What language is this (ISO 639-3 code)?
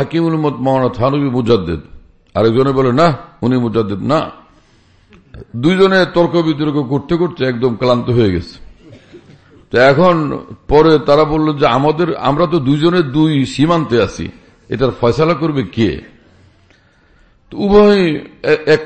ben